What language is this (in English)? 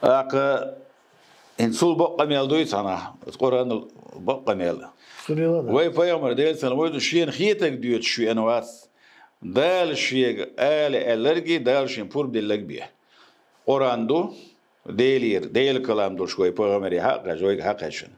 Chechen